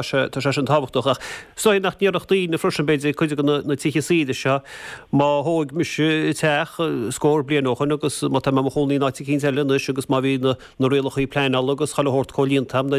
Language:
Irish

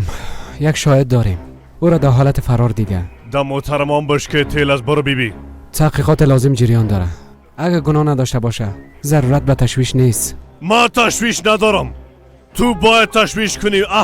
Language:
Persian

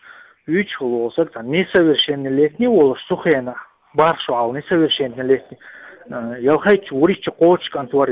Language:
Chechen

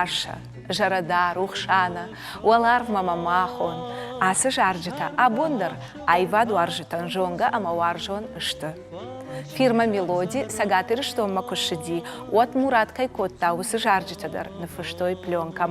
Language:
Ossetic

